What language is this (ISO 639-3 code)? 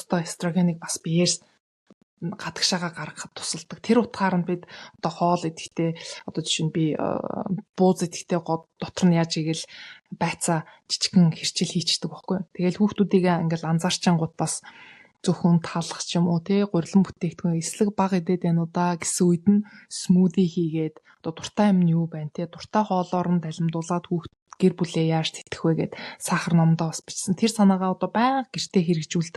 mon